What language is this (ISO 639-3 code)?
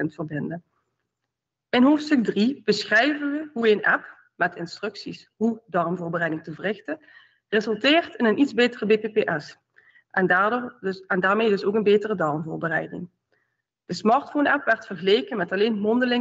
nld